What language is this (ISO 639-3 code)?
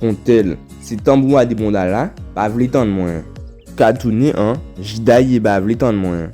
gcf